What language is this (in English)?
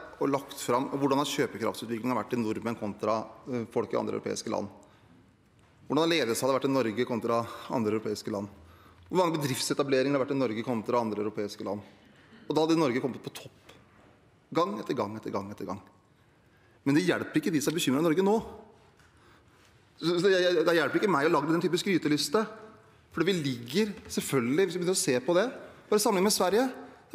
Norwegian